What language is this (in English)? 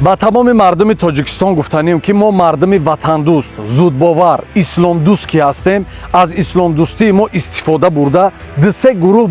Tajik